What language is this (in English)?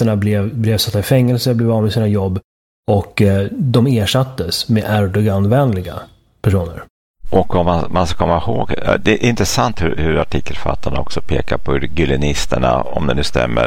Swedish